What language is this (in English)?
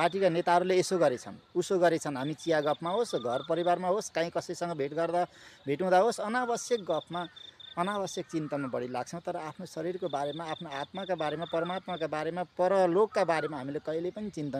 Nepali